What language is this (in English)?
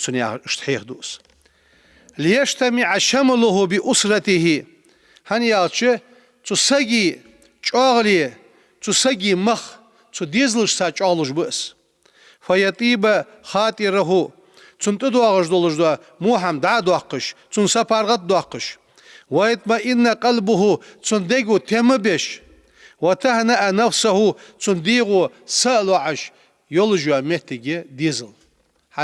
Ingush